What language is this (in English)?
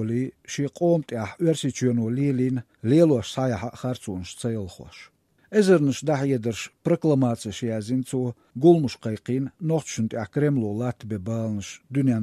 Chechen